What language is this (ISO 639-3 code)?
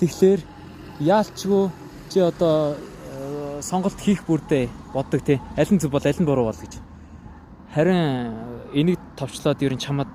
mon